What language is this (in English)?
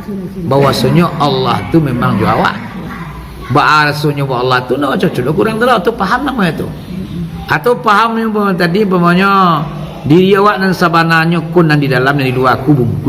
Minangkabau